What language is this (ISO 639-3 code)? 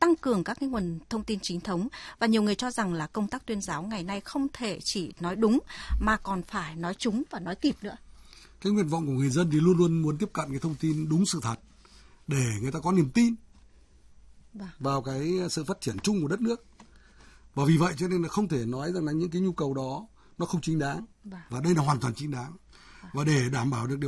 vie